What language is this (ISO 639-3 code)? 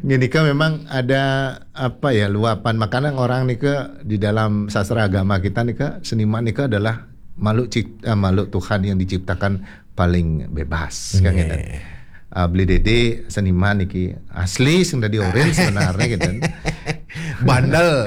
ban